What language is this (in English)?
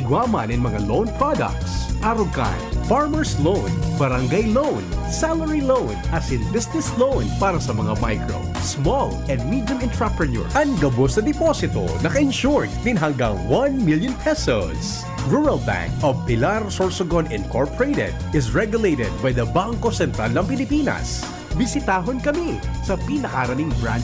Bikol